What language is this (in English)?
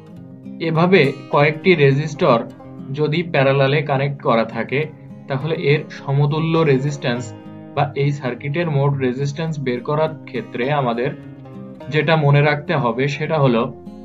Bangla